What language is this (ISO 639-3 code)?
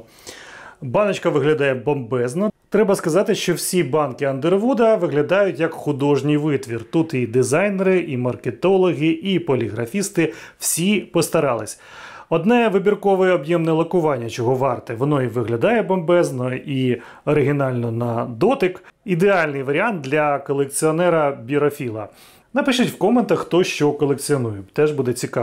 ukr